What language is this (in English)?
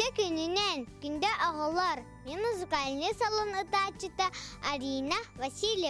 Yakut